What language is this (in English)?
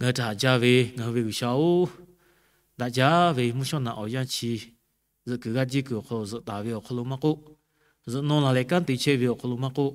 Lahu